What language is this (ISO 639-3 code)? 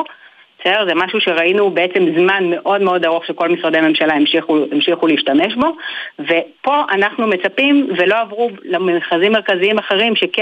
heb